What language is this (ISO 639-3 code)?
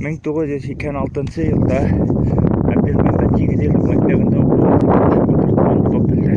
bak